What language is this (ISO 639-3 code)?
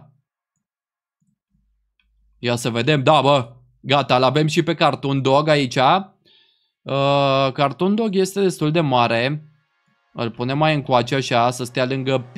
ron